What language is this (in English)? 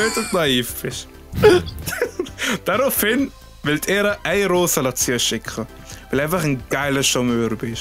Swiss German